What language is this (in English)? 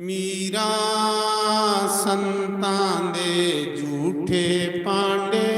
Dogri